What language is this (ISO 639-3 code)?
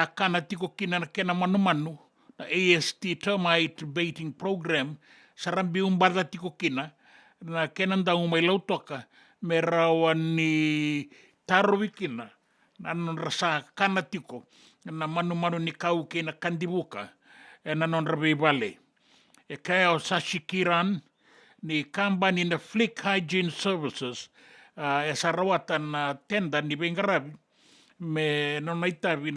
fij